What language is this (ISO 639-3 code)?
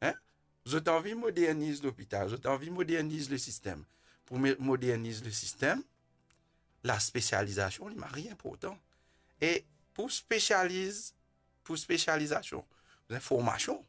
mfe